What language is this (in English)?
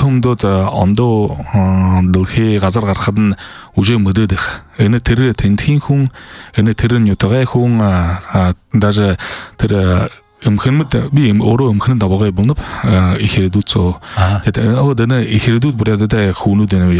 Buriat